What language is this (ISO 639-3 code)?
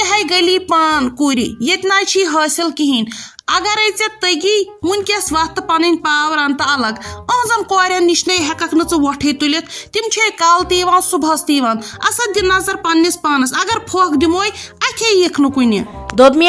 kas